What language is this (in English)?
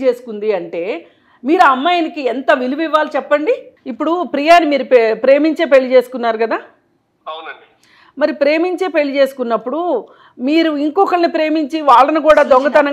Telugu